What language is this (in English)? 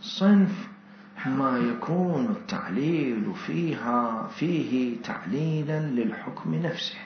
Mesopotamian Arabic